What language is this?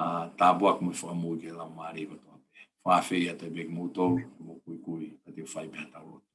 Tongan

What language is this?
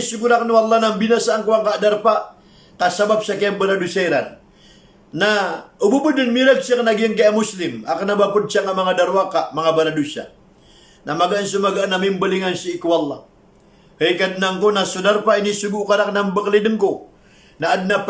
Maranao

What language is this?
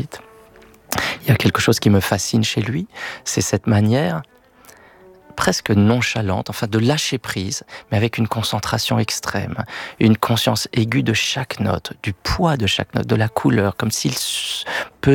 French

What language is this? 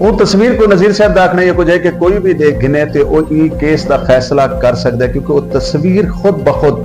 Saraiki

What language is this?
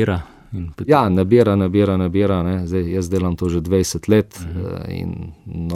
Slovenian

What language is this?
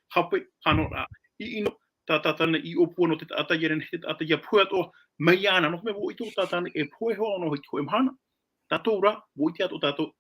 Tahitian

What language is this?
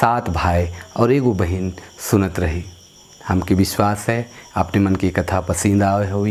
Sadri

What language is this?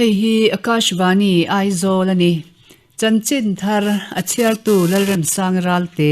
Mizo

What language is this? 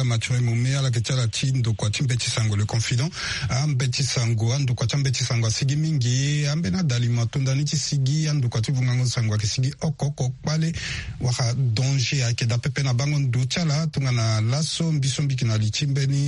Sango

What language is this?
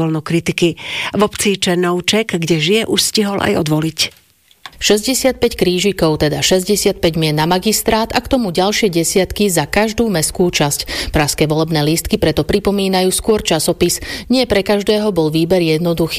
Slovak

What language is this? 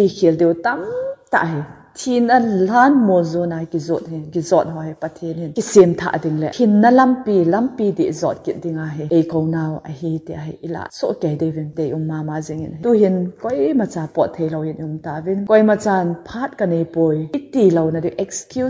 Thado Chin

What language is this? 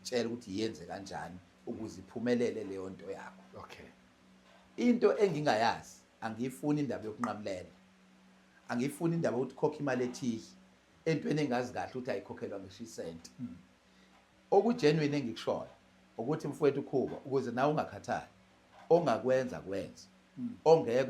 Zulu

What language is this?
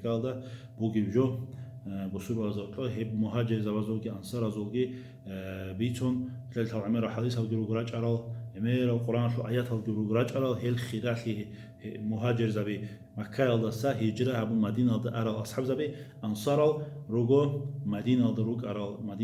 Avaric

